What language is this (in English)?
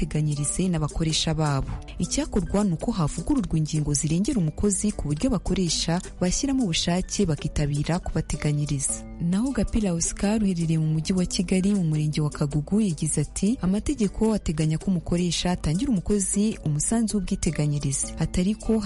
Kinyarwanda